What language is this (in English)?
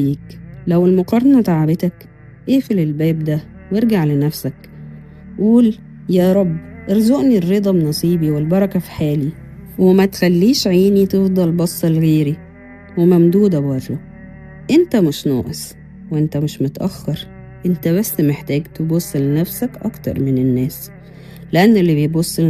Egyptian Arabic